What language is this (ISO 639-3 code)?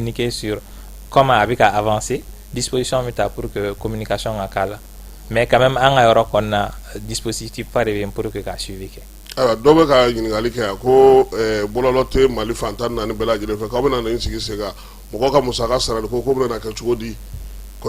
bam